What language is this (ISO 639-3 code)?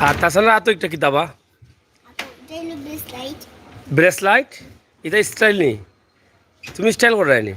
syl